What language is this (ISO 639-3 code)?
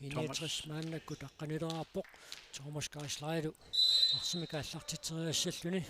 kal